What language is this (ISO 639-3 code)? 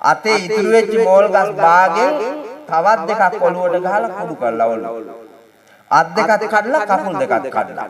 sin